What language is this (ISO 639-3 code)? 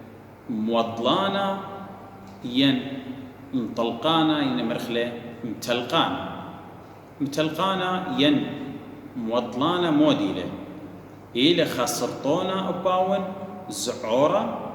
aii